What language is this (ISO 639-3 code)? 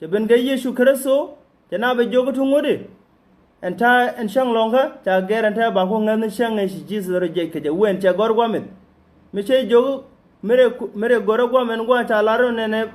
nus